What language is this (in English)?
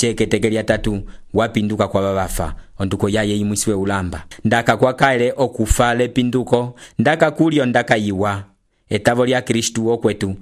Umbundu